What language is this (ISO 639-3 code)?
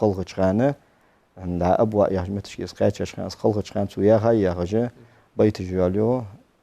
inh